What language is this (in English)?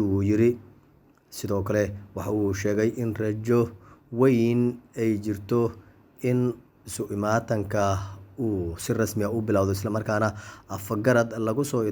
Somali